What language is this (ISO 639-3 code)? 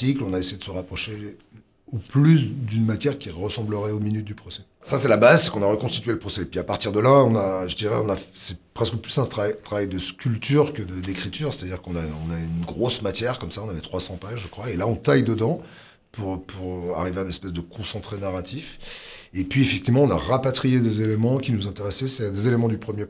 fra